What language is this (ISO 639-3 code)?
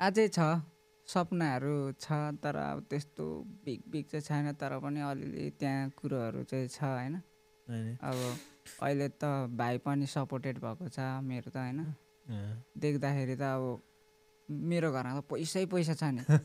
nep